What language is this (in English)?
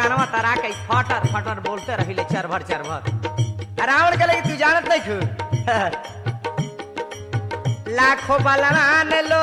Bhojpuri